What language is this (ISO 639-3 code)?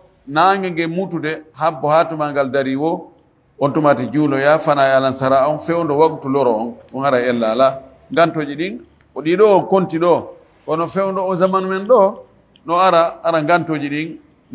ful